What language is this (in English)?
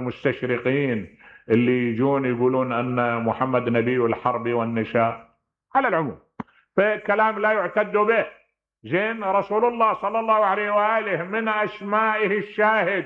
Mesopotamian Arabic